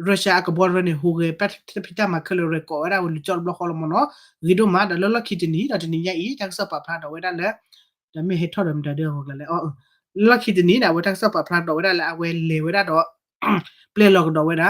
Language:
S'gaw Karen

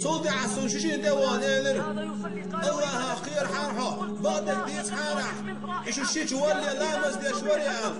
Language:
Chechen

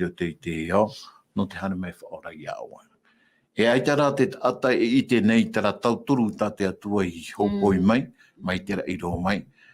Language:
Tahitian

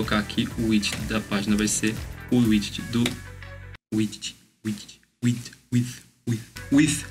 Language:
Portuguese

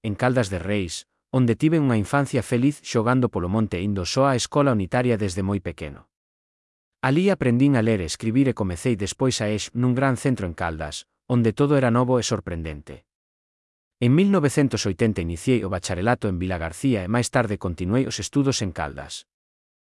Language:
Galician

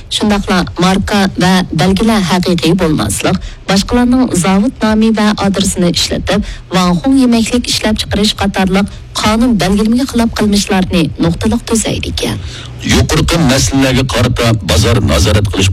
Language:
Uyghur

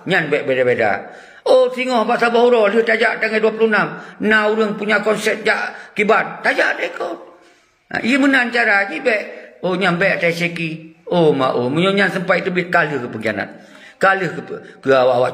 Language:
Achinese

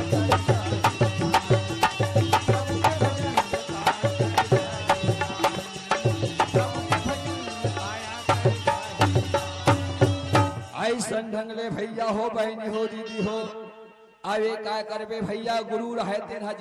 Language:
Chhattisgarhi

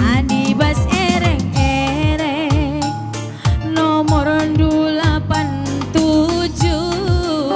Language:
Batak Karo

